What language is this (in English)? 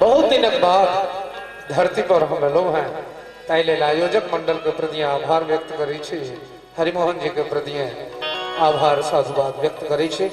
Maithili